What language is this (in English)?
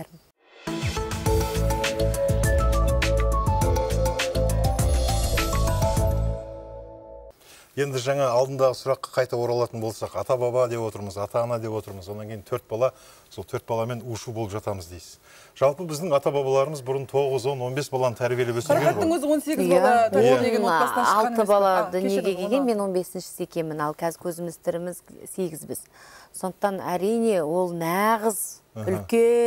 Kazakh